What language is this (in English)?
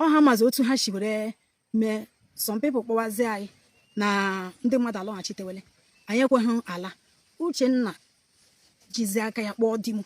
Igbo